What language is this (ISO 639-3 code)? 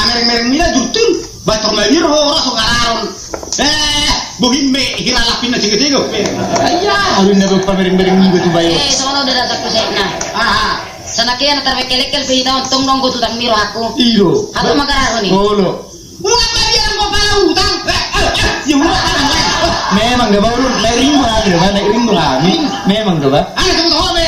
bbc